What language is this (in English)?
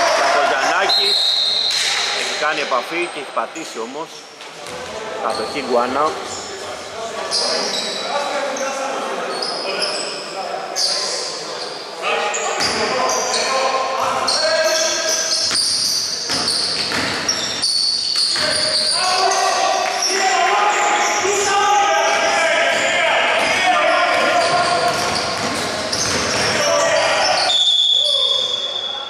Greek